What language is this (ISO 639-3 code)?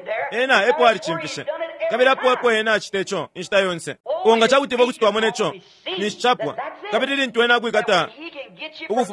bem